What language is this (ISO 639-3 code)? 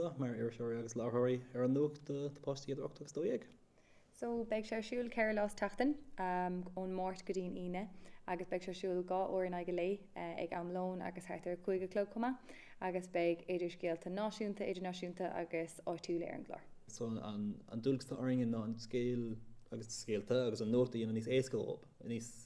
gle